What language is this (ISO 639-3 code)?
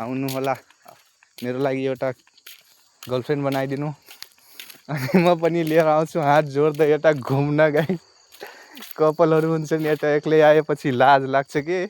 nep